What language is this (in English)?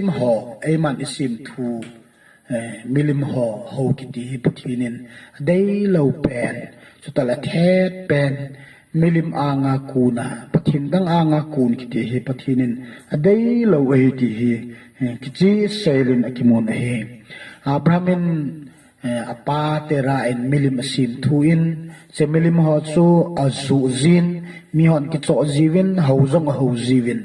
Thado Chin